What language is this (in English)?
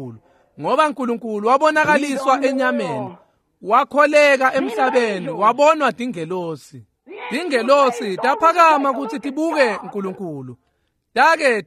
Swati